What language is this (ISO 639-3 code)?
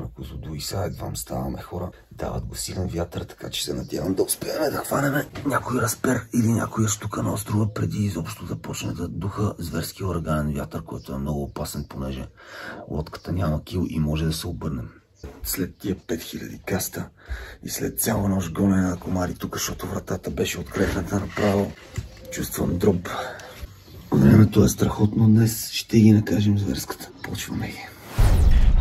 bul